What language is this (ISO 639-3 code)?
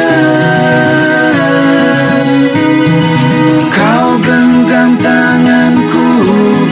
ind